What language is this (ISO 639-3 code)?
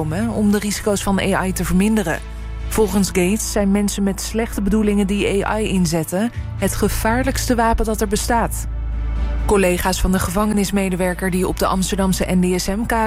nld